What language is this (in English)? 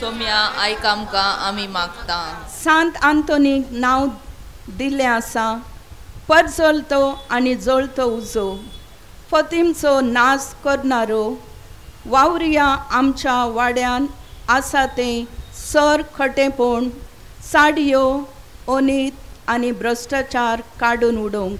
Konkani